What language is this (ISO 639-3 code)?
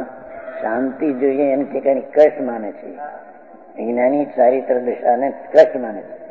guj